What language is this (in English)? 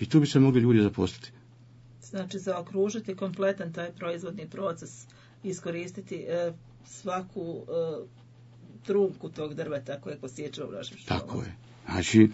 Bosnian